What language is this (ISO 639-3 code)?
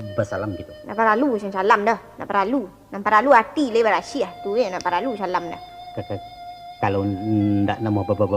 min